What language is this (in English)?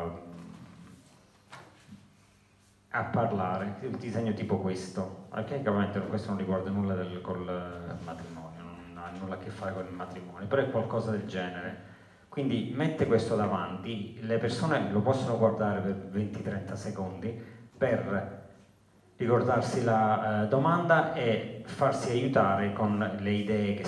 Italian